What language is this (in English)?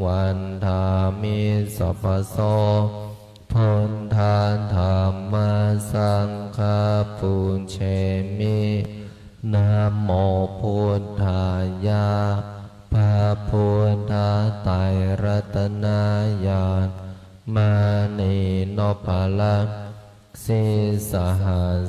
Pali